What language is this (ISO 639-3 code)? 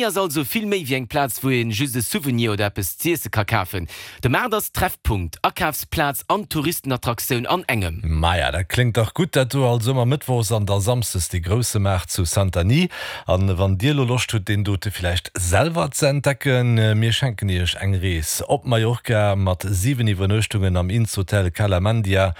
ltz